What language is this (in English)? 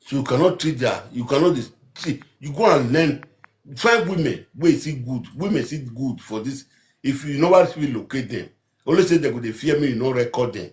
Nigerian Pidgin